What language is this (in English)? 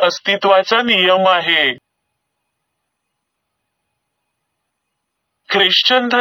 Marathi